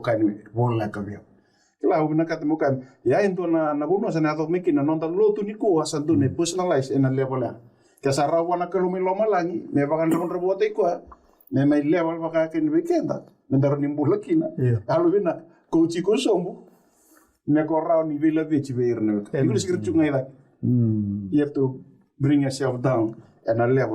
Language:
Fijian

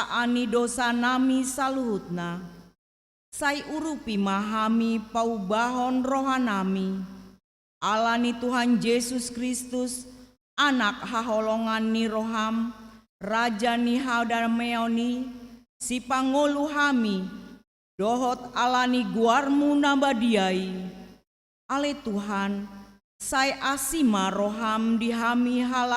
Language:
Batak Toba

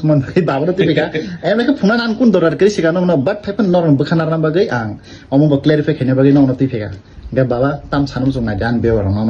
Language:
Kok Borok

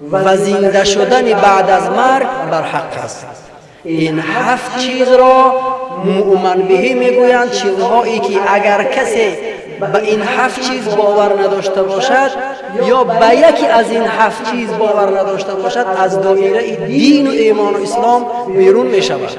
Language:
Tajik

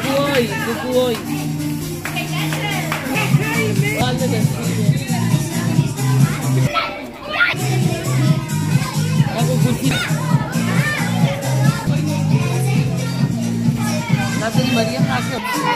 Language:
Danish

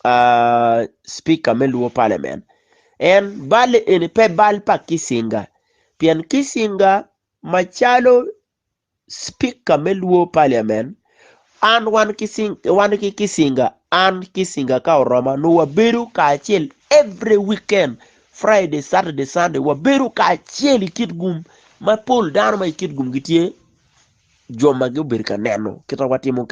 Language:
Acoli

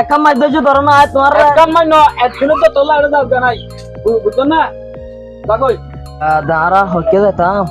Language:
Rohingya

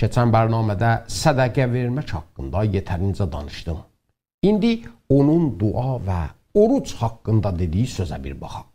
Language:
South Azerbaijani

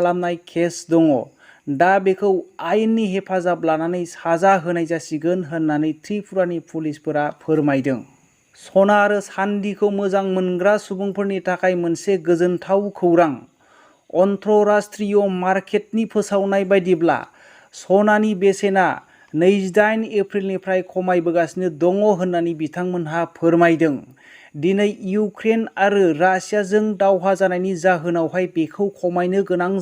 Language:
Bodo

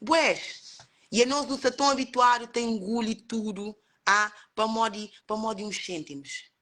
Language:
Kabuverdianu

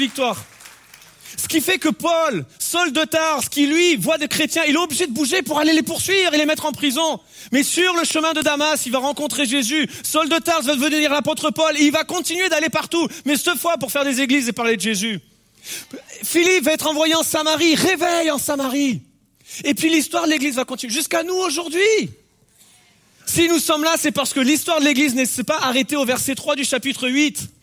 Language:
French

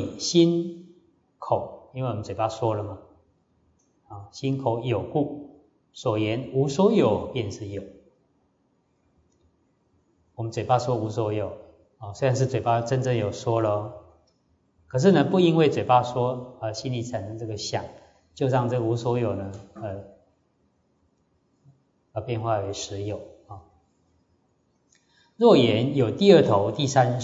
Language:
Chinese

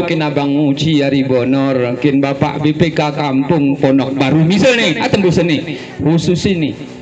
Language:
Gayo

